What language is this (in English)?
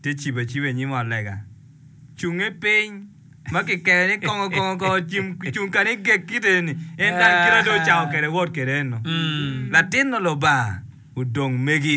Acoli